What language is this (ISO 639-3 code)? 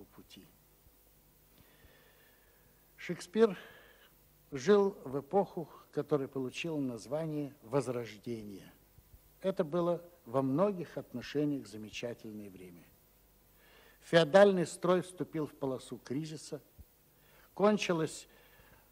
rus